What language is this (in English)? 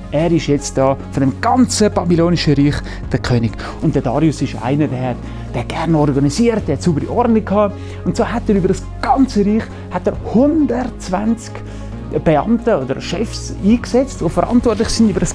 Swiss German